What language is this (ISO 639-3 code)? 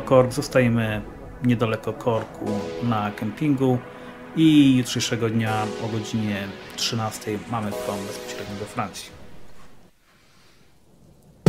pol